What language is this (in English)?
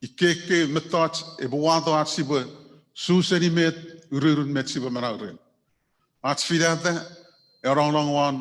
Chuukese